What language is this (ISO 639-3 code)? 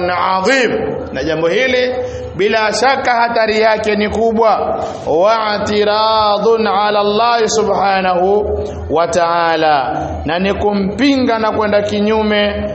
swa